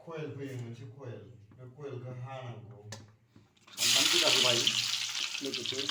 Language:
Bodo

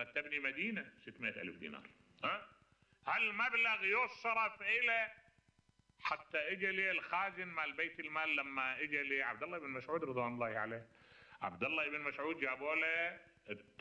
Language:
Mesopotamian Arabic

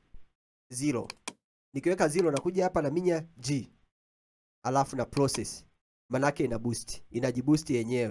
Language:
Swahili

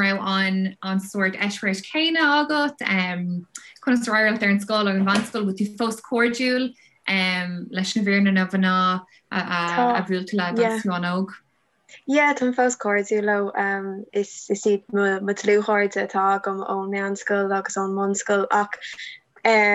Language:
Irish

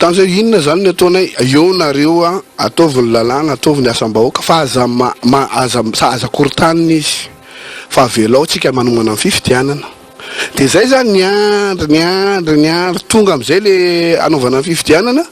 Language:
Malagasy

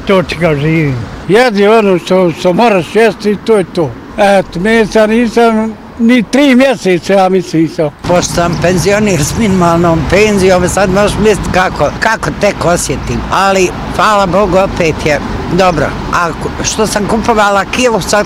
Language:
Bosnian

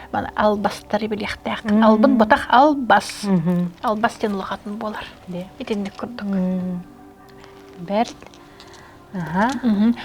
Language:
Yakut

